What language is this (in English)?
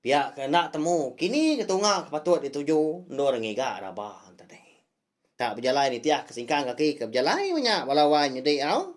Iban